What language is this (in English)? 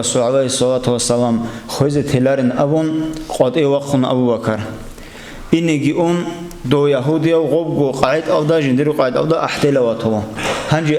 Avaric